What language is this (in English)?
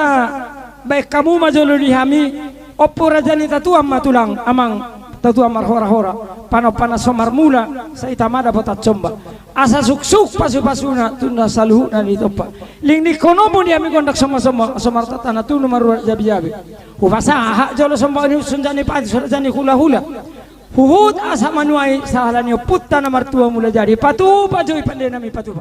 Batak Toba